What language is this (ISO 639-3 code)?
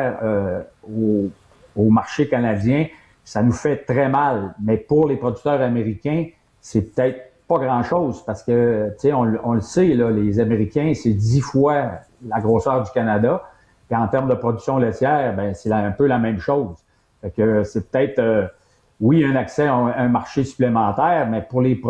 fra